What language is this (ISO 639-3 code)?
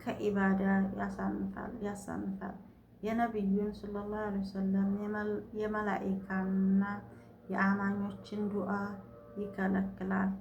amh